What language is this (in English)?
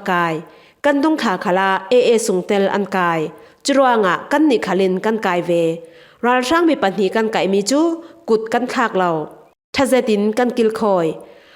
Falam Chin